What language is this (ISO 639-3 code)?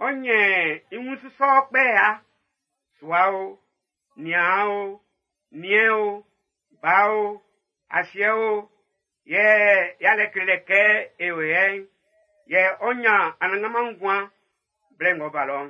bci